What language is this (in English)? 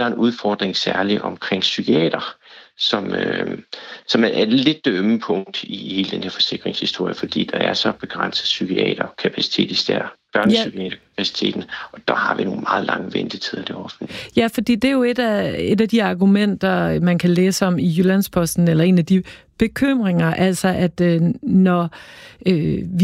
Danish